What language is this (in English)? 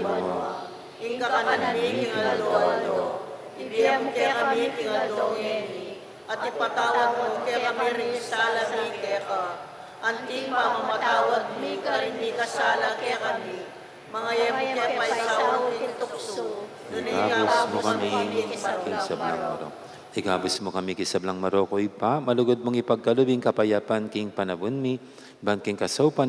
Pampanga